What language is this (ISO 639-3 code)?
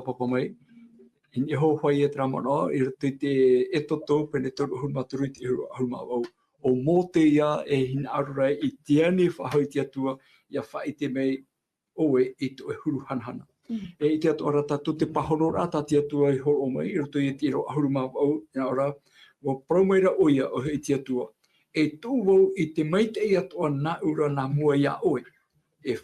tah